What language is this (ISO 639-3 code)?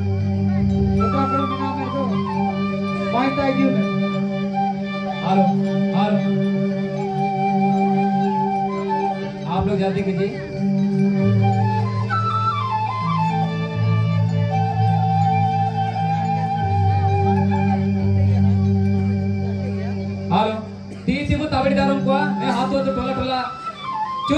hin